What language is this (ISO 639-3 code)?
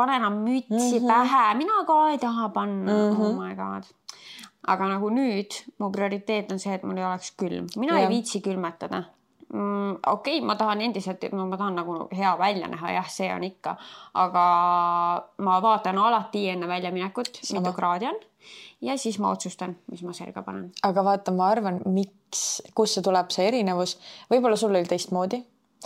est